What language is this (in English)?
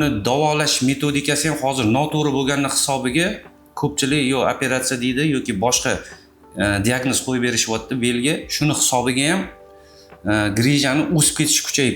Uzbek